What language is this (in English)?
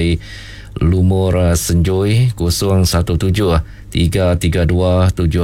Iban